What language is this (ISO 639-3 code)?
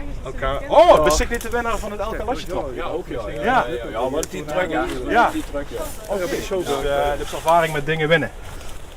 lim